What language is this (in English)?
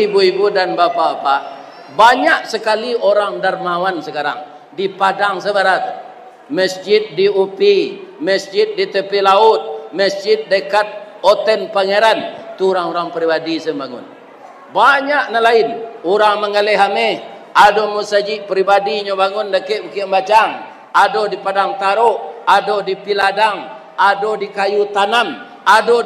Minangkabau